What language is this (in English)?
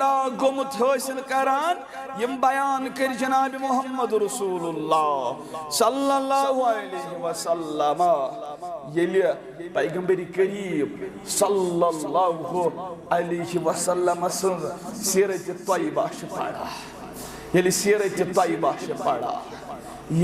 Kashmiri